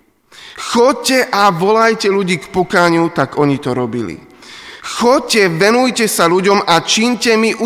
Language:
Slovak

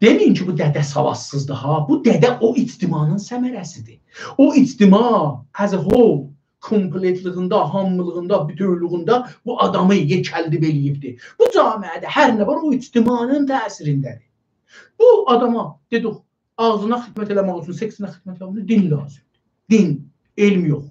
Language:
South Azerbaijani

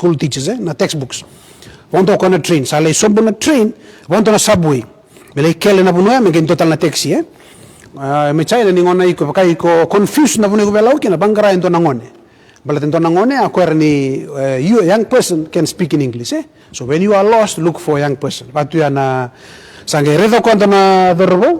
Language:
Fijian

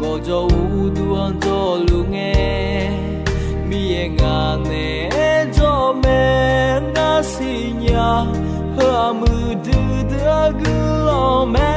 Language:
Akha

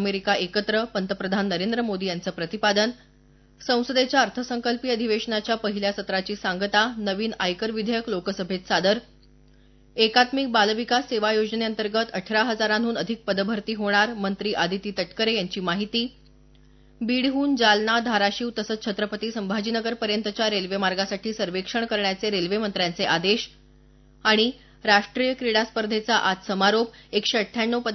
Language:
Marathi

